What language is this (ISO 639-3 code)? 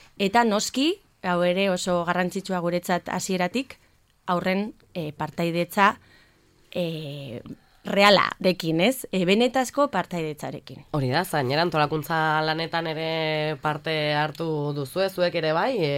eus